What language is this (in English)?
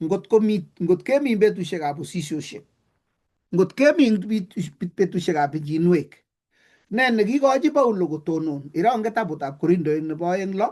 Kalenjin